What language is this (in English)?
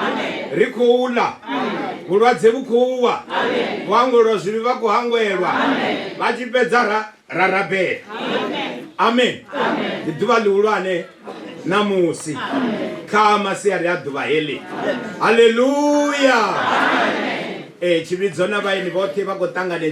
Venda